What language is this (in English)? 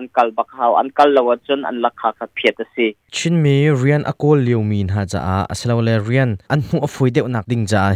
Hakha Chin